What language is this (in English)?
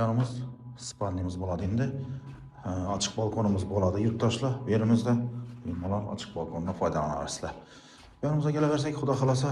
Uzbek